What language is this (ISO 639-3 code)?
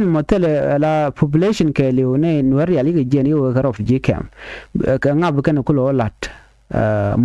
nus